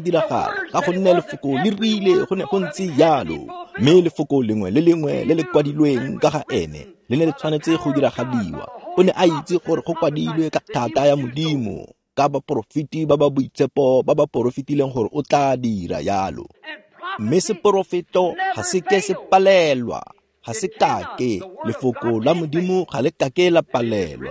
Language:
Tswana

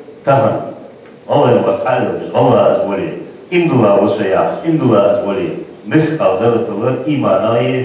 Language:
Ingush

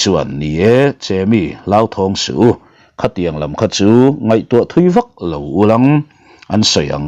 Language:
Mizo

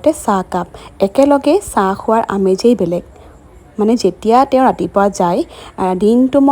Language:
Assamese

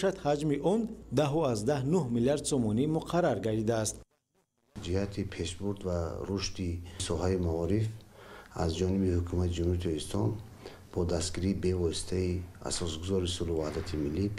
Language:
Tajik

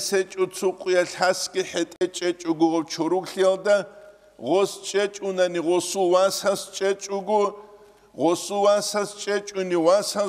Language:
Avaric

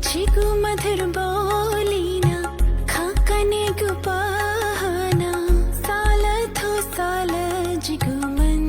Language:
Newari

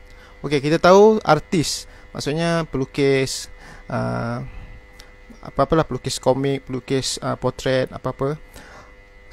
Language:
Malay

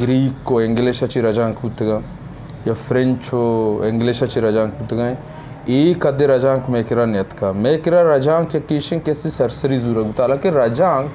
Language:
Eastern Balochi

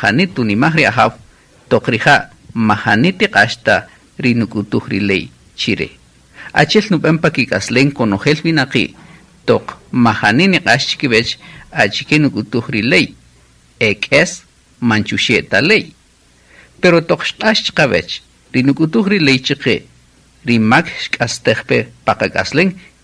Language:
Kaqchikel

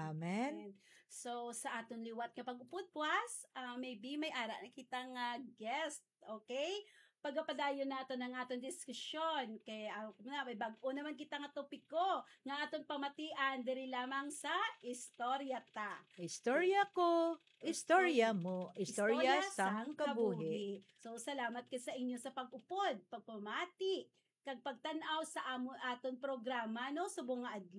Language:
Hiligaynon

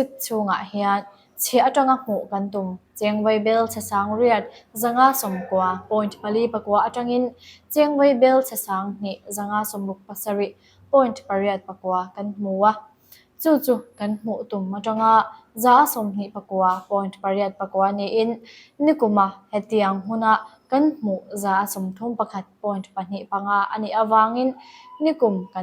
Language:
Mizo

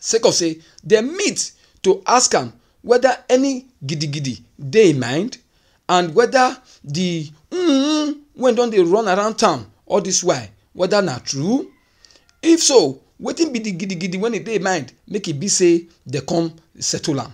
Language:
Nigerian Pidgin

